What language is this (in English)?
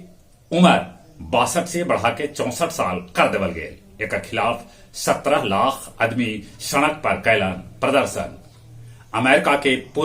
Magahi